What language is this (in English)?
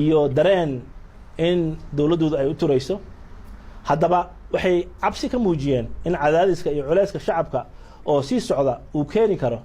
Somali